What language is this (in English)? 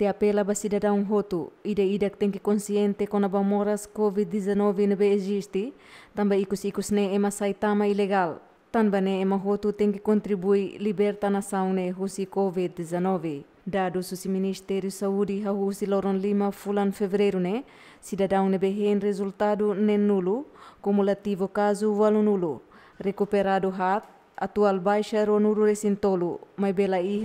Tetum